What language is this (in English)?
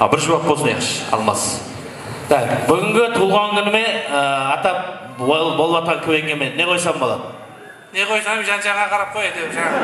Kara-Kalpak